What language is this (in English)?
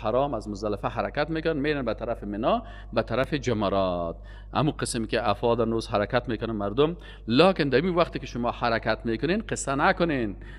Persian